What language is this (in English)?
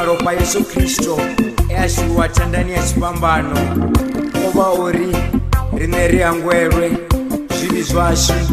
Venda